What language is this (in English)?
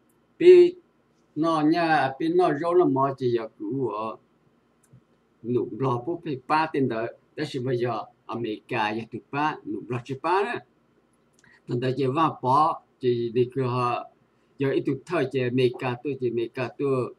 Vietnamese